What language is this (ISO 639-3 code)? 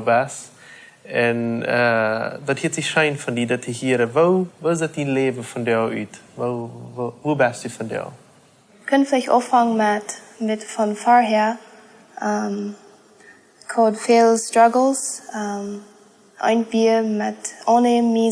pdt